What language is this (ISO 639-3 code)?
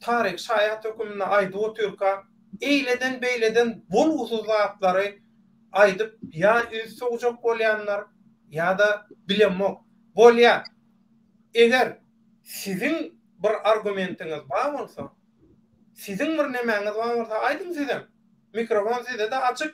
tuk